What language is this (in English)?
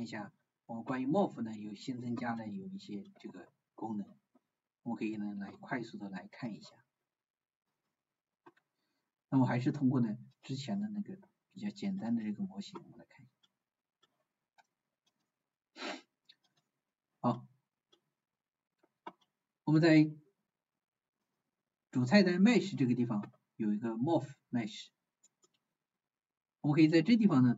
Chinese